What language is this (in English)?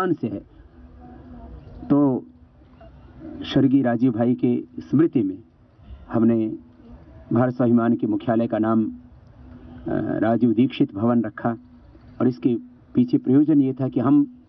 Hindi